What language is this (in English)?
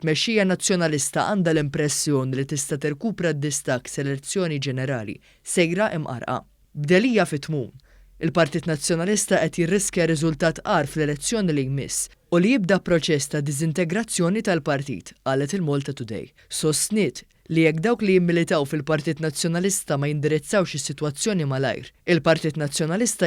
Maltese